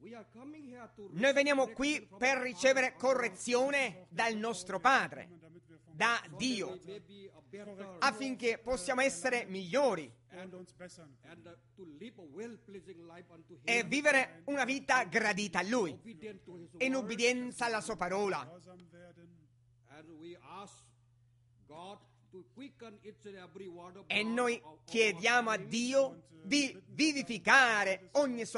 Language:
Italian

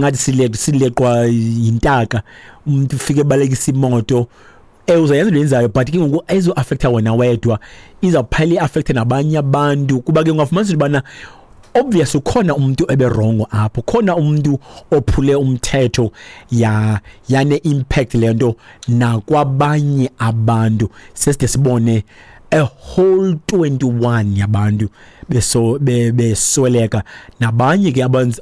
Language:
Xhosa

